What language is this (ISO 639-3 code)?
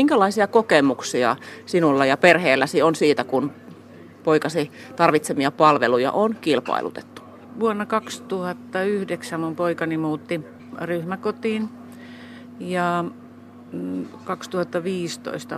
fin